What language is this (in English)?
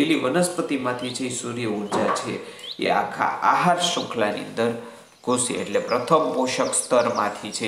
Gujarati